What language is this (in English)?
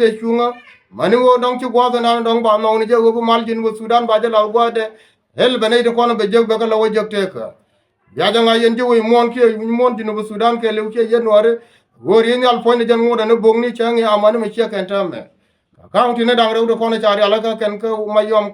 Nuer